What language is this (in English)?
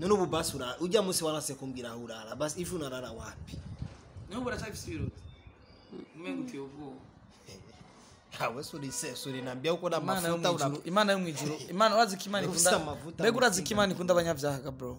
Rundi